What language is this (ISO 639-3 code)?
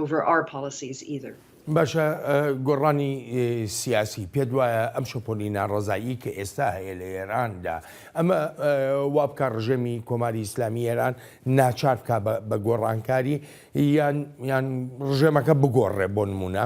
ckb